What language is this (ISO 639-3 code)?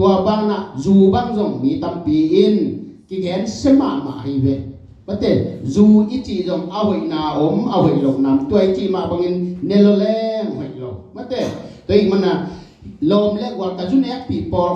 ctd